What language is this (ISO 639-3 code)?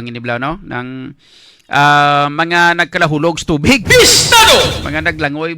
hil